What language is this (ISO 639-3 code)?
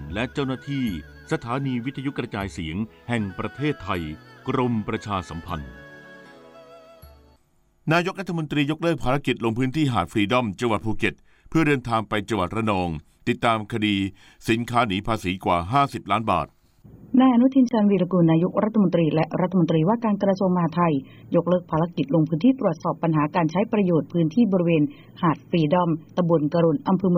tha